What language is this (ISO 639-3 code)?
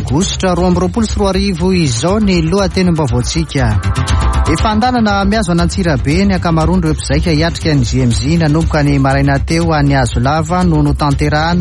mlg